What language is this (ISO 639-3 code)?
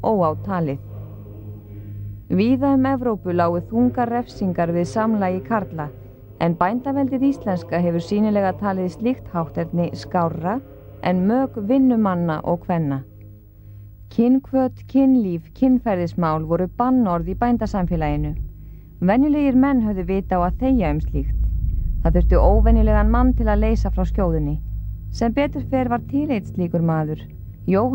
isl